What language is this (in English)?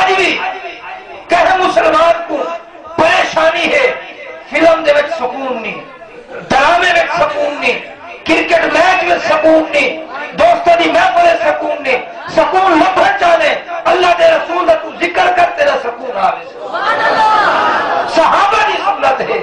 Saraiki